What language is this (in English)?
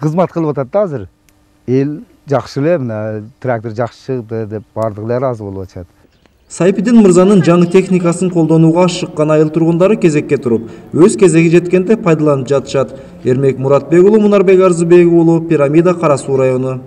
Kyrgyz